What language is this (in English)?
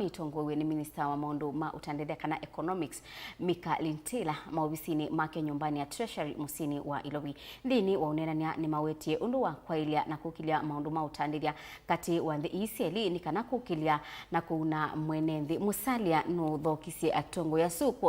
Kamba